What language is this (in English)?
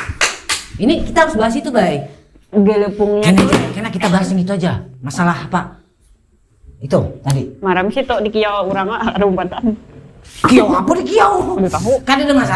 Banjar